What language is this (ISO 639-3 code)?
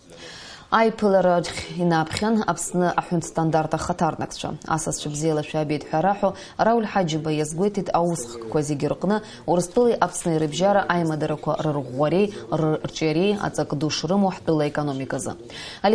abk